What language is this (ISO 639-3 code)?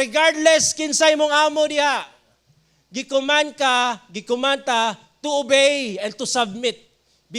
ceb